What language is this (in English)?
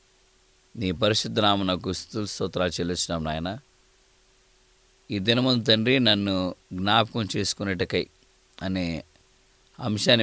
Telugu